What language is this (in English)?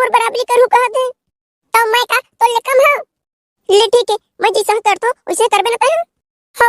Chhattisgarhi